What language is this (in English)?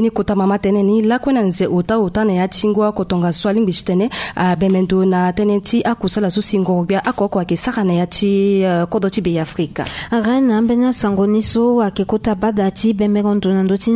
Sango